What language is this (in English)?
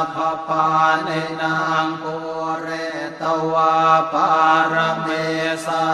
Pali